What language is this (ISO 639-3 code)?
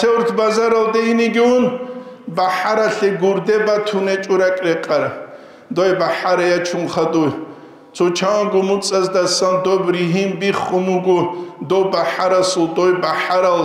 ava